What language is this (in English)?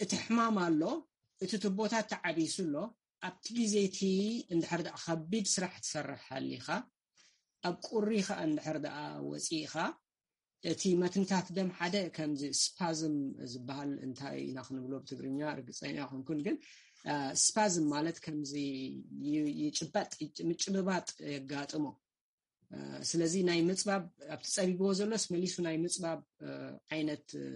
Tigrinya